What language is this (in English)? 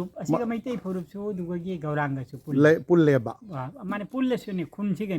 Manipuri